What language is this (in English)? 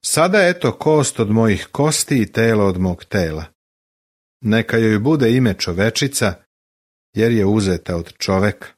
Serbian